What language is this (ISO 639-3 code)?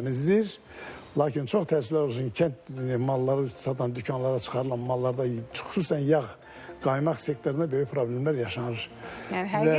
aze